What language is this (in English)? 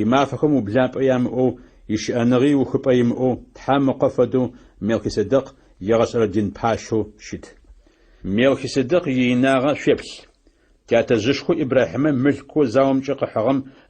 Adyghe